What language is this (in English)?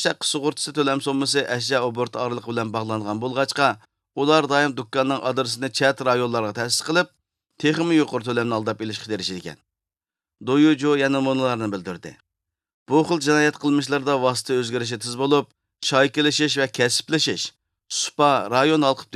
Uyghur